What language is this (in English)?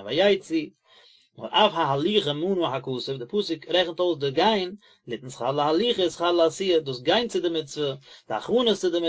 Yiddish